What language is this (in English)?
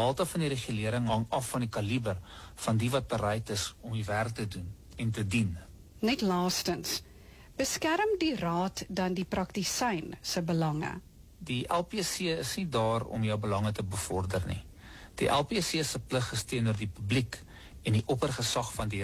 Afrikaans